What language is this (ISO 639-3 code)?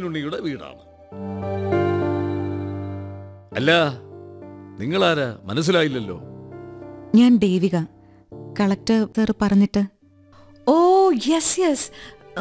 mal